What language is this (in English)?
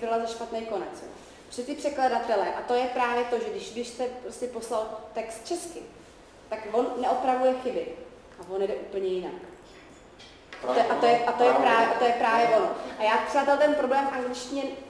Czech